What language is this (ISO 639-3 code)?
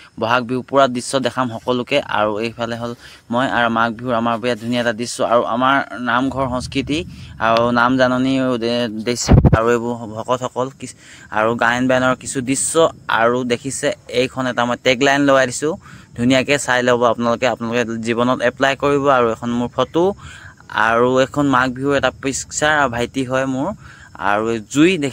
asm